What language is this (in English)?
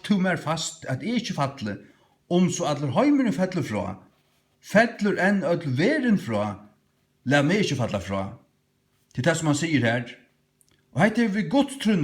Faroese